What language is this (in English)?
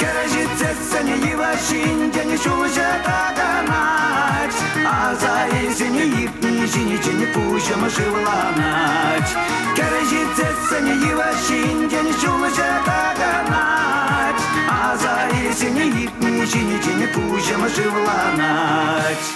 Chuvash